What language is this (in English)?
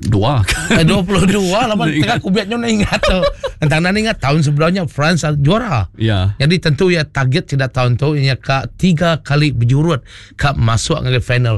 Iban